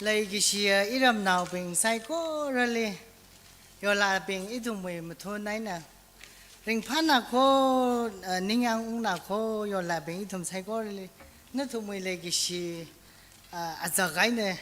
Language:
Tangkhul Naga (India)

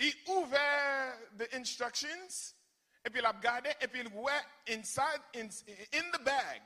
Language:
Haitian Creole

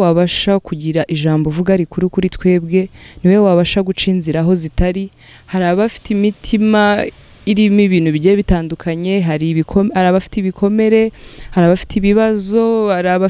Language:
Kinyarwanda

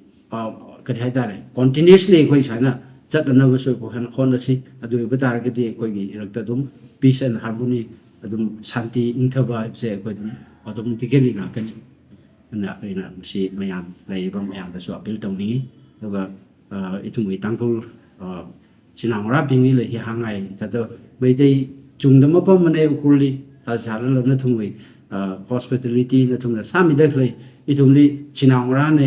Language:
Tangkhul Naga (India)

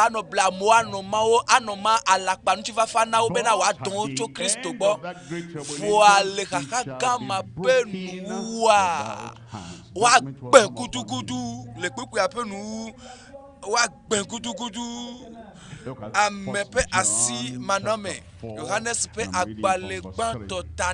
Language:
Ewe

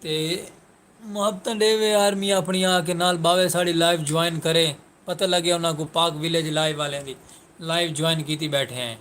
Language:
Saraiki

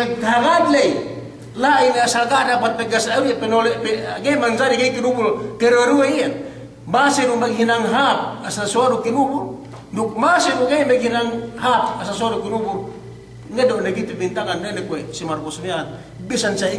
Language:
Yakan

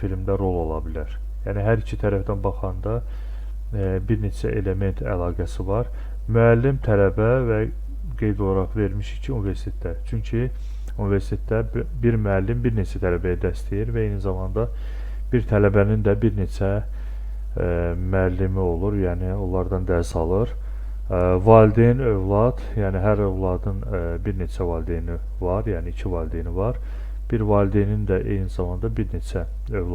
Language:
Azerbaijani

